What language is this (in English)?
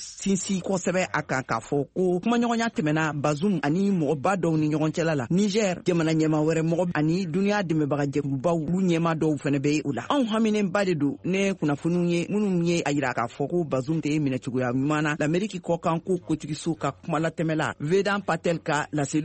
Bambara